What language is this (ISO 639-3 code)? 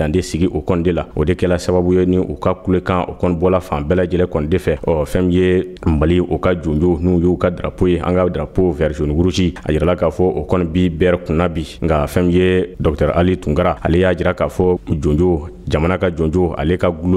bam